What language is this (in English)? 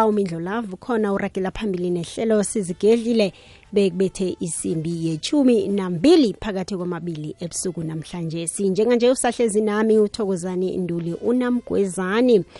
South Ndebele